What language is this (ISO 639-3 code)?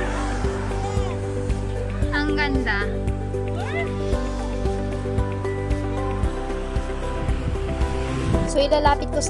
fil